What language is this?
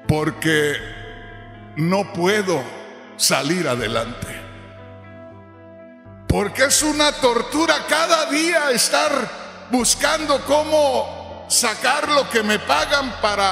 Spanish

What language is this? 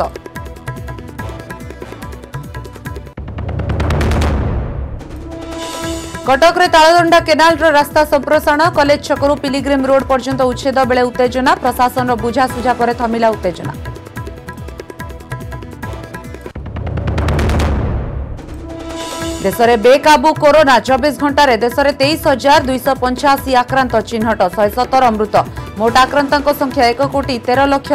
Odia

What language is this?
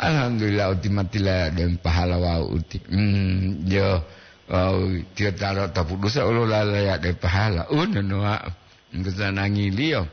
Gorontalo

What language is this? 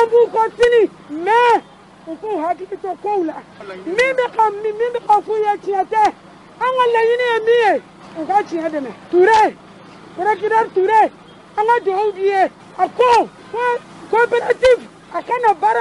Bambara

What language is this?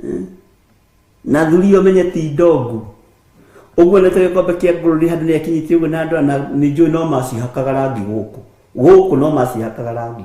Kikuyu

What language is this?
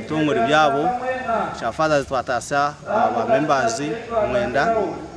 Nyankole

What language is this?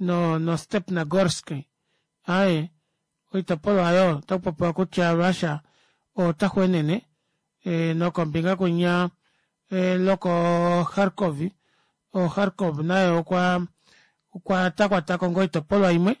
Kuanyama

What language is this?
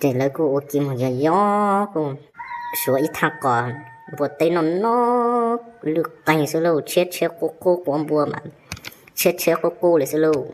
Hmong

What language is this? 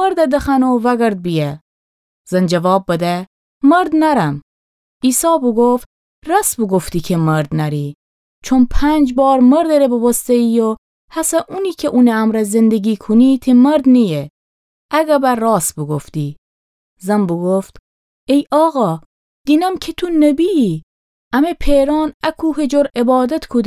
Gilaki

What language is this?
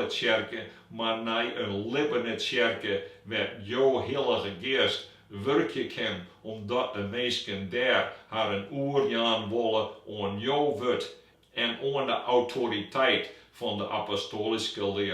Western Frisian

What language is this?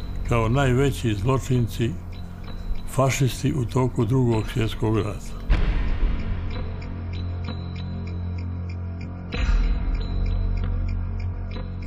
Bosnian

